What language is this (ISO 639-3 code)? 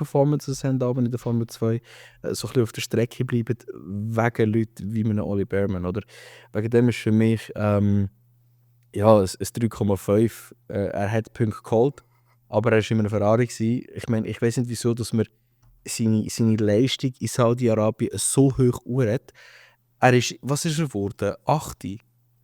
gsw